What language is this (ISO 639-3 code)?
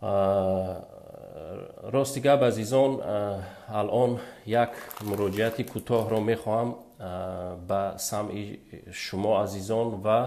tgk